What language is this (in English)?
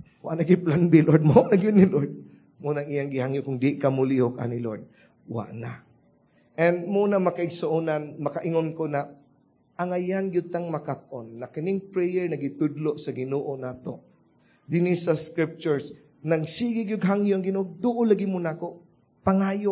Cebuano